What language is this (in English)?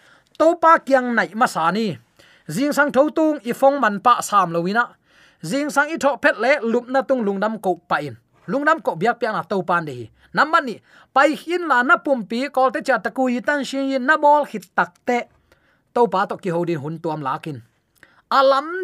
Tedim Chin